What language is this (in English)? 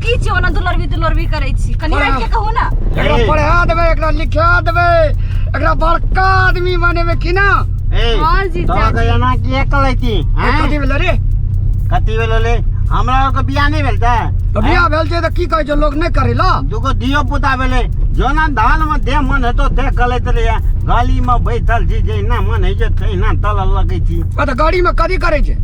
Maithili